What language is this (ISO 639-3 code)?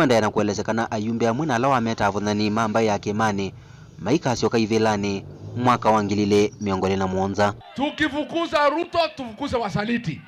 kam